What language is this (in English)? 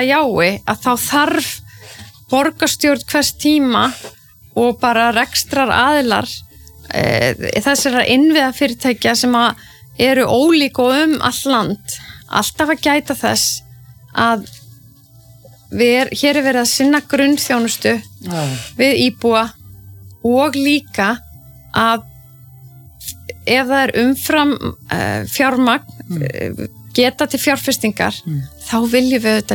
Icelandic